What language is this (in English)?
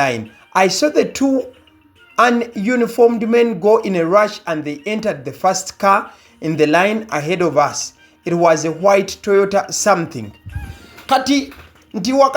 Ganda